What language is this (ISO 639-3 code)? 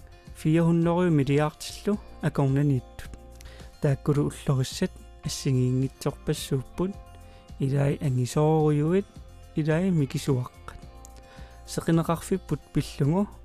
kal